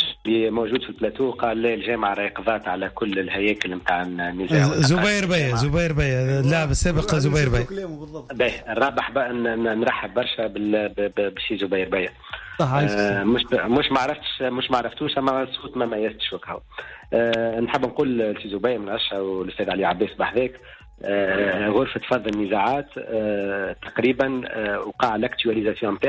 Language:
Tunisian Arabic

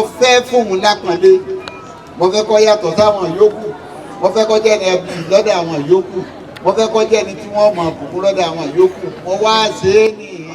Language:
Yoruba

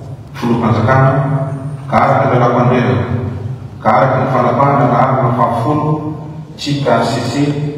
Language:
Malagasy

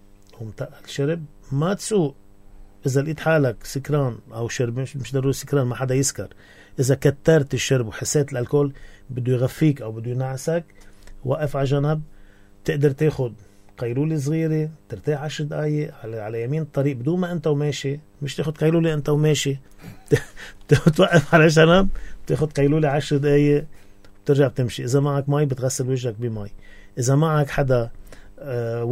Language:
North Levantine Arabic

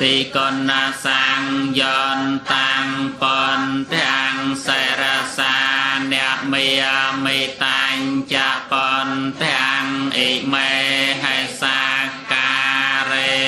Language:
Khmer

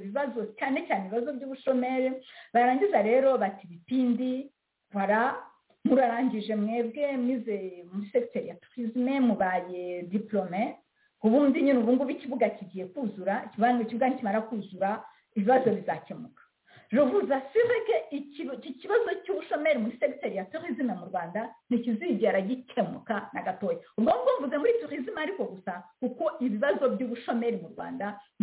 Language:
Kinyarwanda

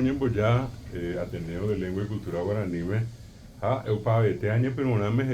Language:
Guarani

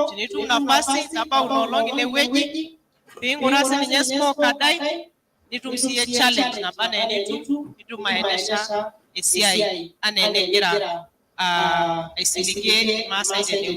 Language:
Masai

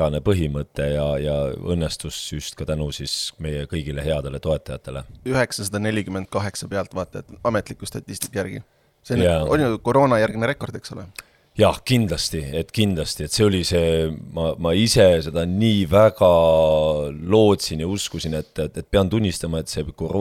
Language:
Estonian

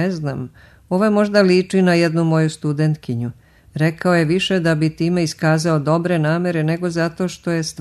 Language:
Serbian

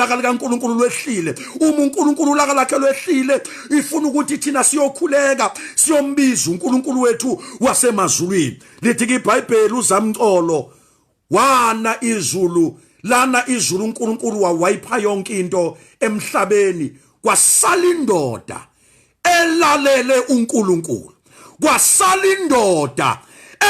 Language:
Zulu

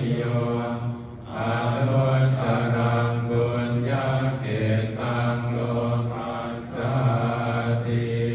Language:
Pali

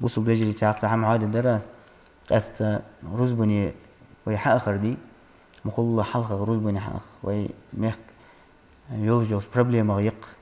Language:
Ingush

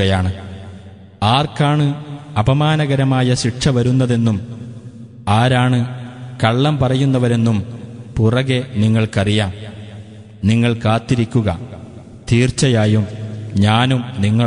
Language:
Malayalam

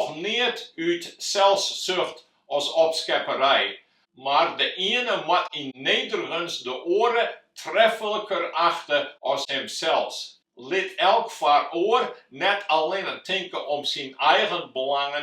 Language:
Western Frisian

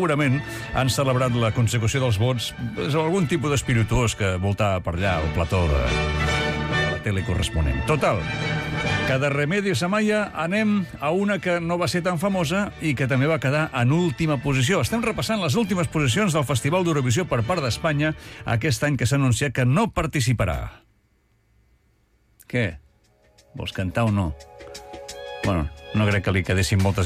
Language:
Catalan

